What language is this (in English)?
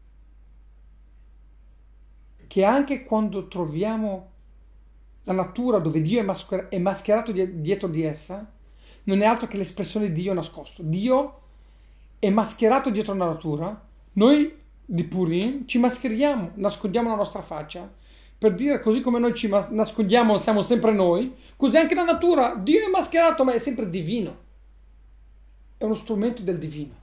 Italian